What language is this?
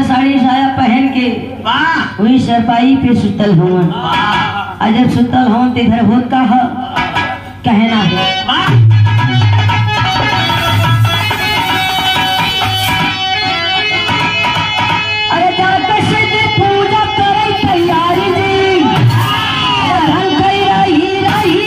Bhojpuri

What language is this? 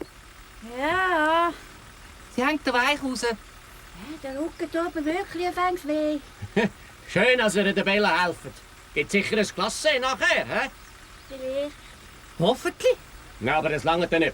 Swiss German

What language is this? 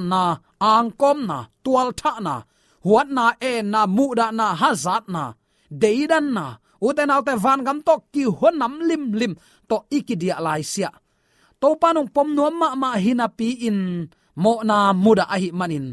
Tedim Chin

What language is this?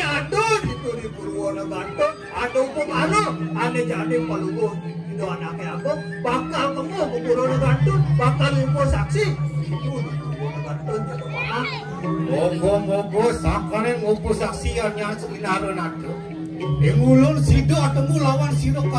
Balinese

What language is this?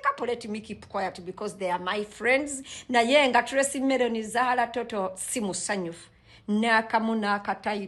Ganda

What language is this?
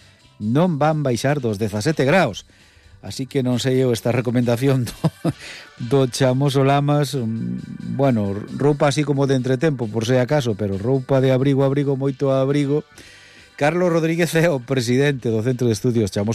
Galician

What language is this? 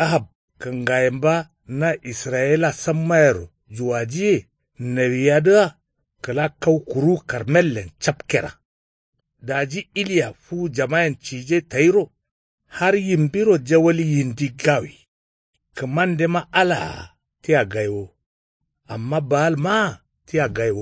Kanuri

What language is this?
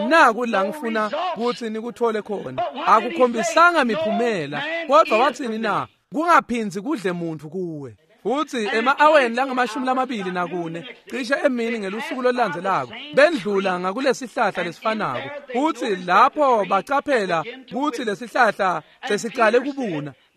Swati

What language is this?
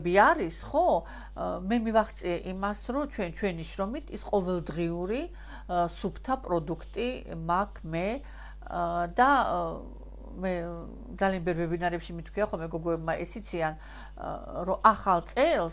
Georgian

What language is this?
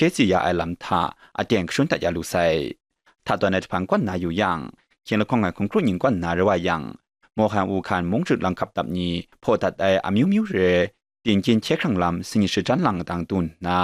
Kachin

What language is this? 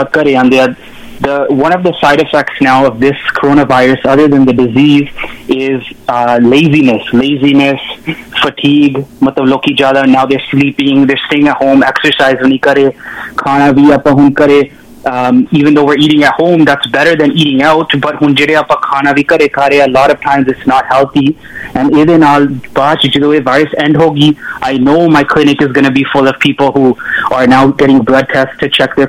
Punjabi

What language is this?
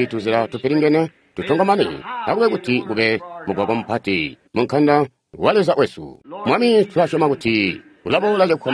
Tonga (Zambia)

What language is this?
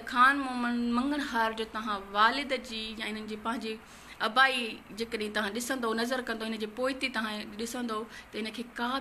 Sindhi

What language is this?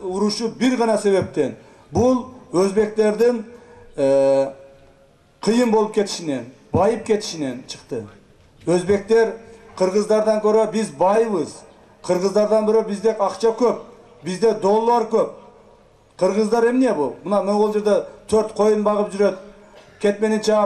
Kyrgyz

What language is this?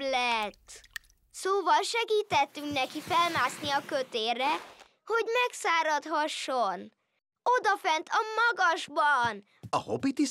Hungarian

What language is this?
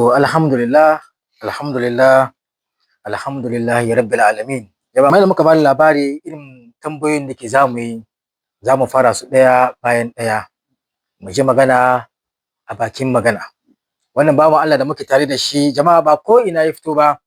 Hausa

